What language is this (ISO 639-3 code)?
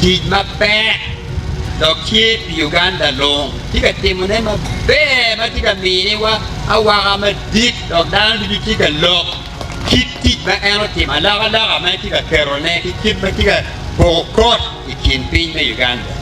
ach